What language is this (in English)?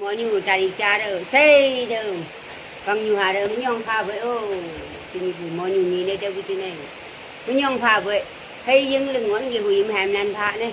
Naga Pidgin